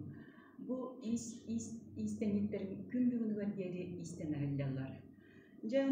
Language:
Yakut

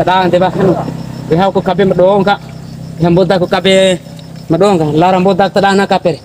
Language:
Bima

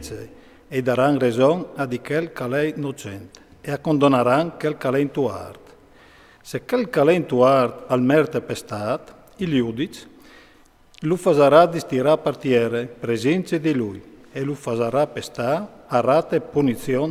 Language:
Friulian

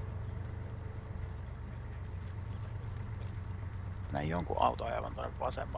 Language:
Finnish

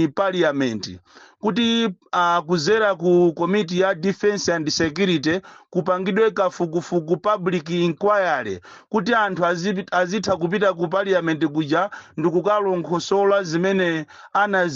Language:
Nyanja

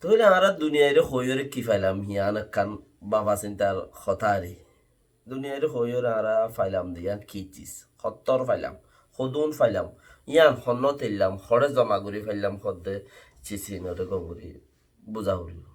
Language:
Rohingya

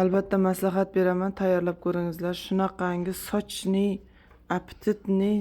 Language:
Uzbek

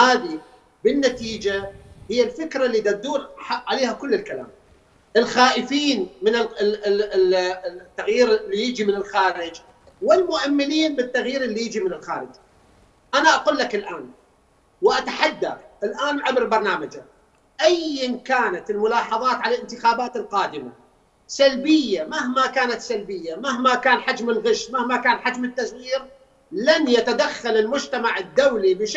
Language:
Mesopotamian Arabic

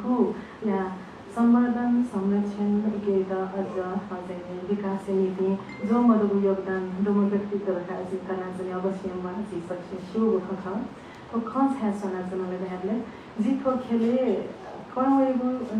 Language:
Newari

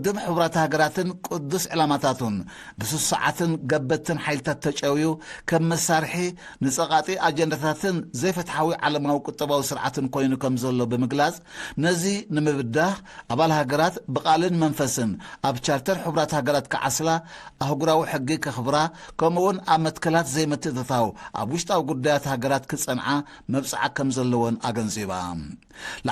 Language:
Tigrinya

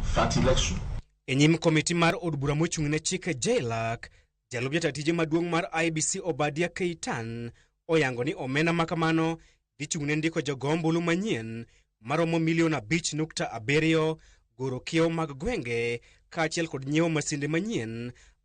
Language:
Luo (Kenya and Tanzania)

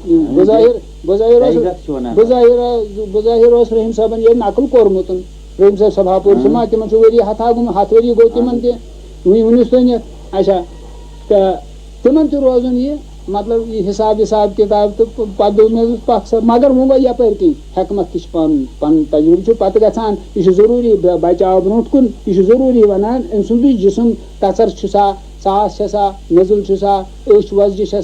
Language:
Kashmiri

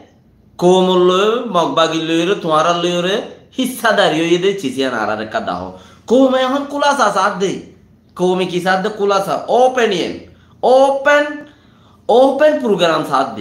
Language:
Rohingya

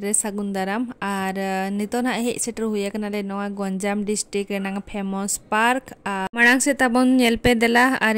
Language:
Santali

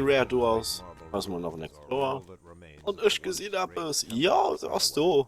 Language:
Luxembourgish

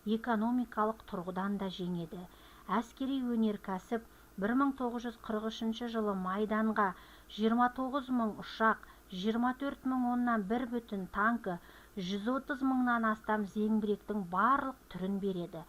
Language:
Kazakh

